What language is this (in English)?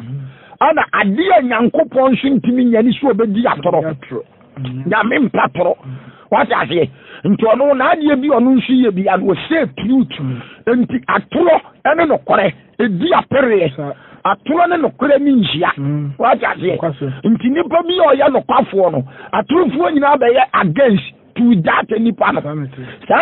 Akan